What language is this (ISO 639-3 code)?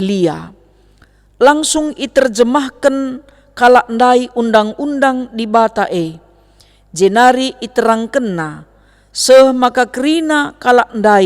btx